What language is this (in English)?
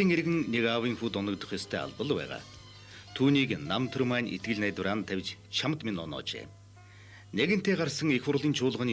Mongolian